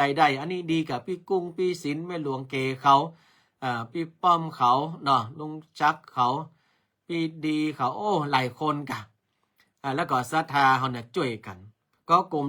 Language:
Northern Thai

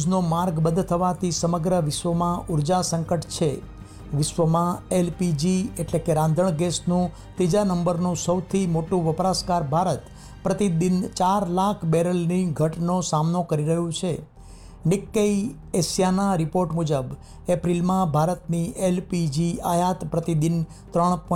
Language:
Gujarati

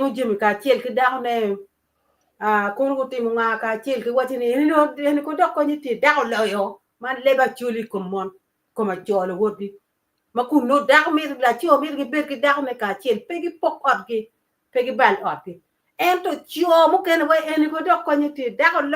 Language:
Acoli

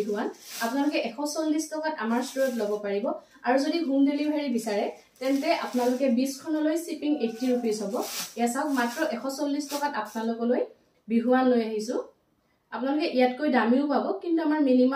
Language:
Assamese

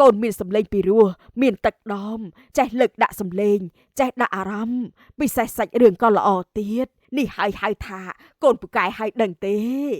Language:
Khmer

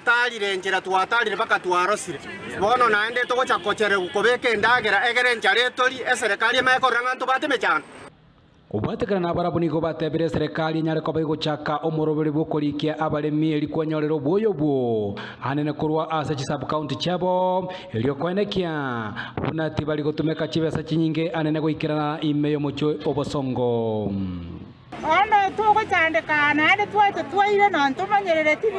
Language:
Gusii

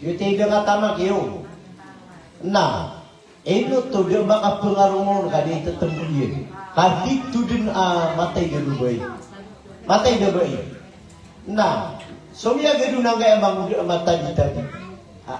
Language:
Maranao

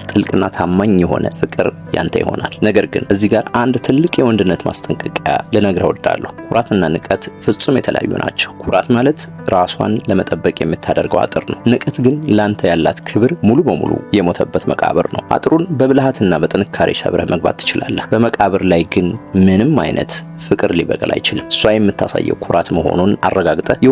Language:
Amharic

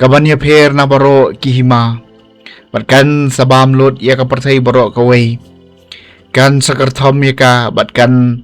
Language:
Khasi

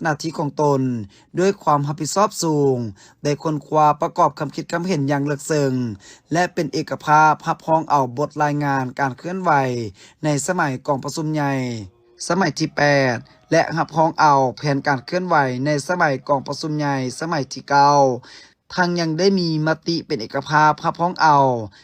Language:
Lao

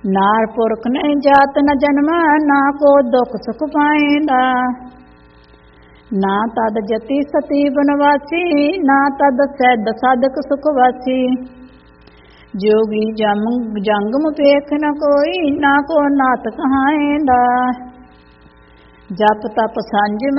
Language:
Punjabi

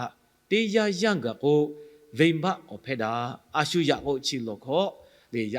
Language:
Lahu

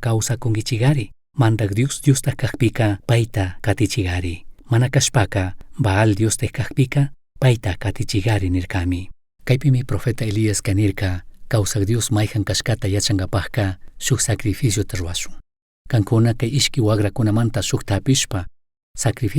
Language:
Chimborazo Highland Quichua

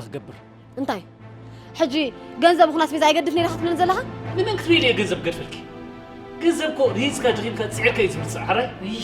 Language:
Tigrinya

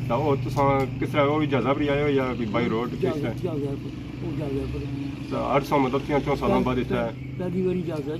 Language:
Pahari-Potwari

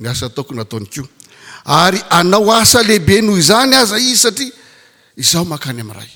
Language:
Malagasy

